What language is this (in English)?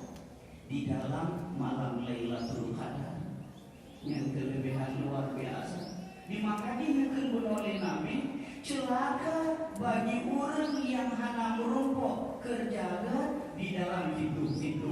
Achinese